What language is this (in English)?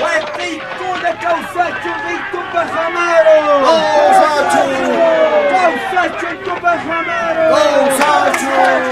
Quechua